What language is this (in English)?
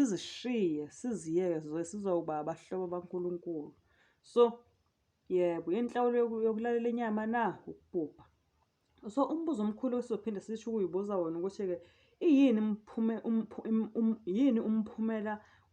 Zulu